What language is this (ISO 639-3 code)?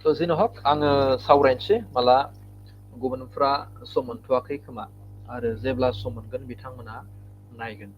brx